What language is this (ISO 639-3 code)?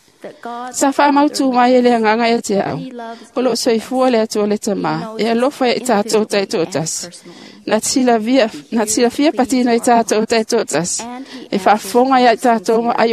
smo